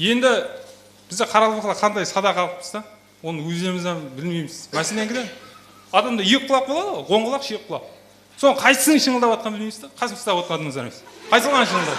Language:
Kara-Kalpak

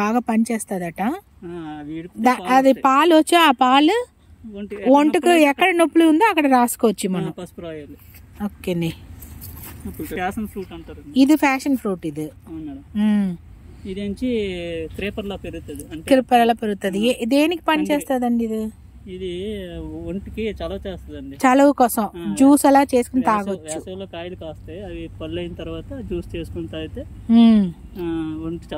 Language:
Telugu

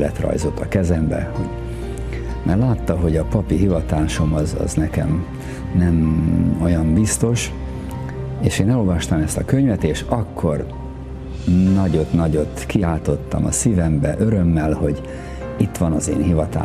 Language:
Hungarian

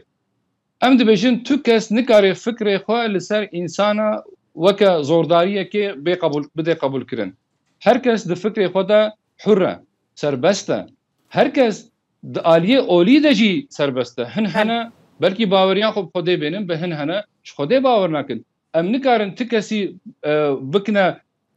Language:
Kurdish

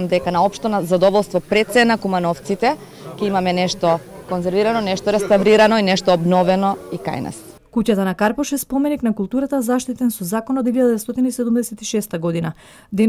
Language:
Macedonian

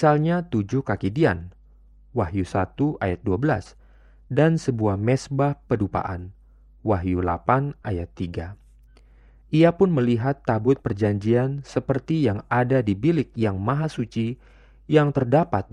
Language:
Indonesian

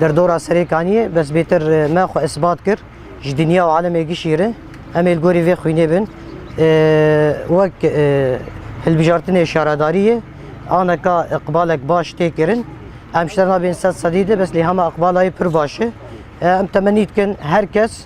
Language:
Kurdish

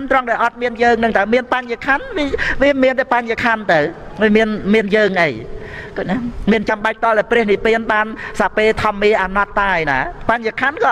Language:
Khmer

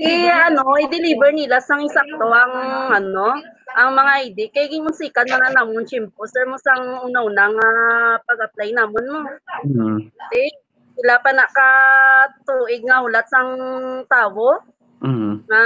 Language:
Hiligaynon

